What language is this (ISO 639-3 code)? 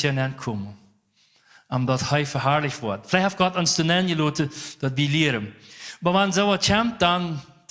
pdt